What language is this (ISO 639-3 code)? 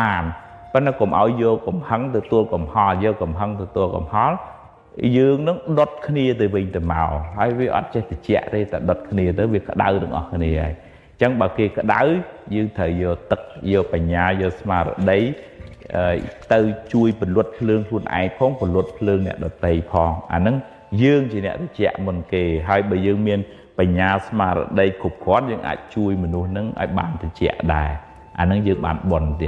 khm